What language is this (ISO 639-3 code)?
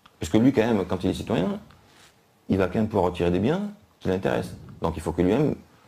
fra